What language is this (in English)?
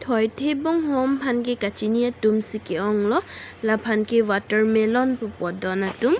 Karbi